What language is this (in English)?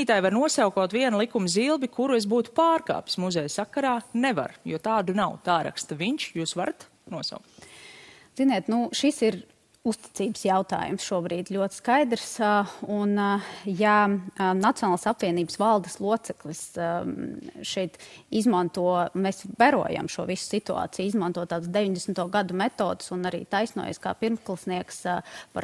Latvian